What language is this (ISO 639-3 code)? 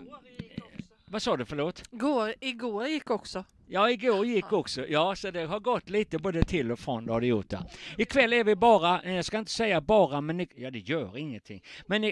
swe